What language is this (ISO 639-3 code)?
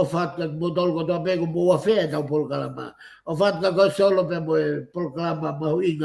ton